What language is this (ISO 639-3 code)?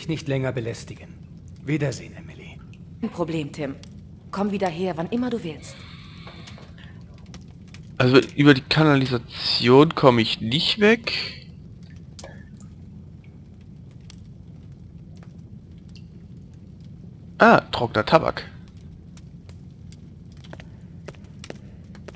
deu